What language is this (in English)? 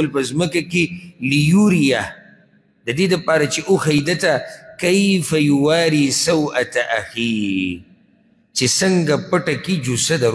Pashto